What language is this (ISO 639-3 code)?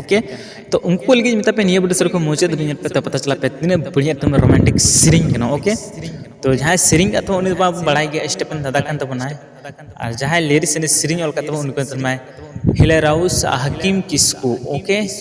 sat